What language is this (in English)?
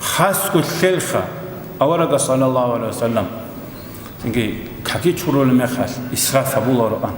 Avaric